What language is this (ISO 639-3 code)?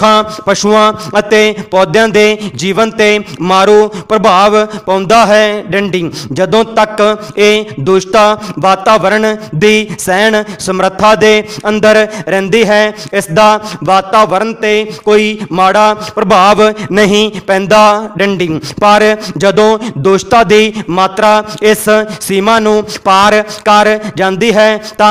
pan